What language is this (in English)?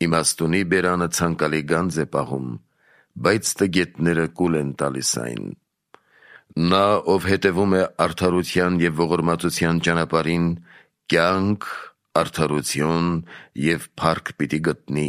Armenian